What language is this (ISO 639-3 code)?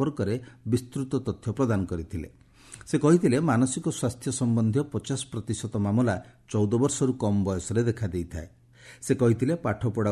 ori